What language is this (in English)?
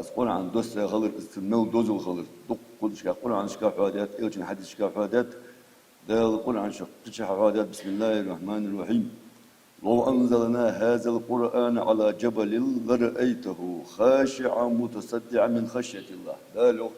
Ingush